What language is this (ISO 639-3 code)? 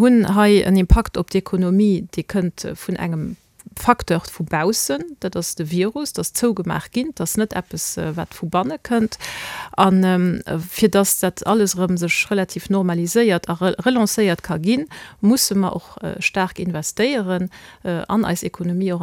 ltz